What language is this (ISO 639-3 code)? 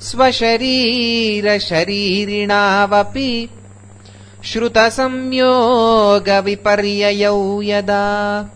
san